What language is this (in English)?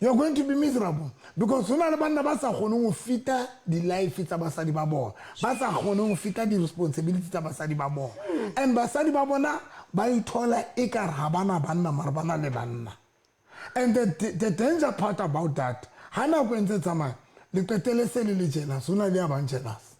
Southern Sotho